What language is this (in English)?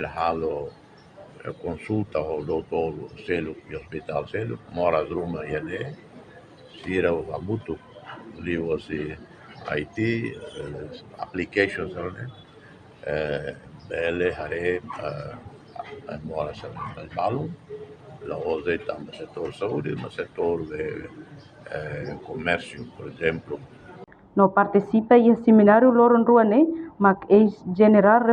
Tetum